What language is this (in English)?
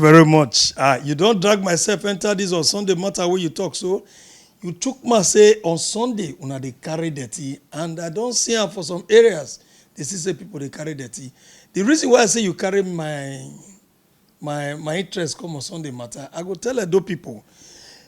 Nigerian Pidgin